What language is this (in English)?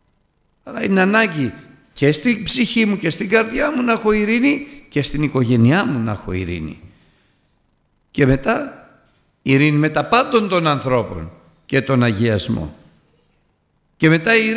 Greek